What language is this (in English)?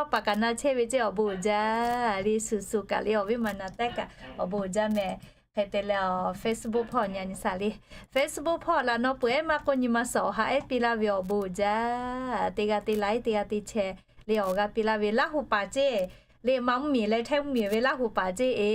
Lahu